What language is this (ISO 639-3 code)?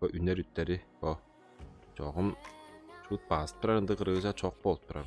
tyv